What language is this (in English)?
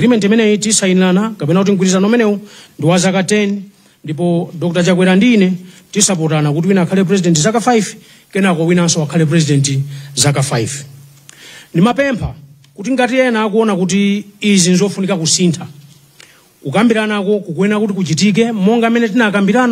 Nyanja